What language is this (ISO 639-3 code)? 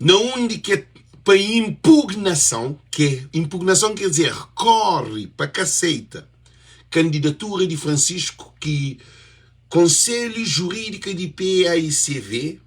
kea